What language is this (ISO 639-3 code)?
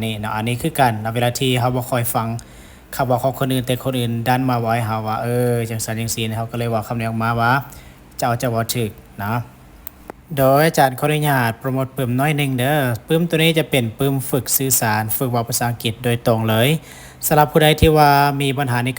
lao